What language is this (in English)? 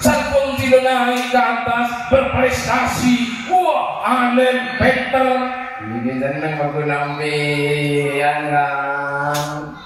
Madurese